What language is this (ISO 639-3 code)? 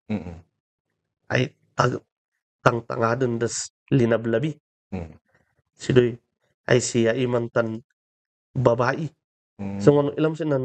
kne